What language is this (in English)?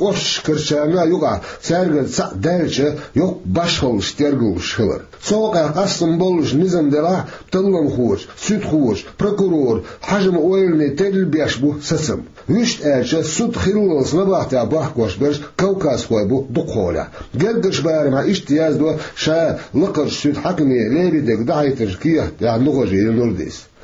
Chechen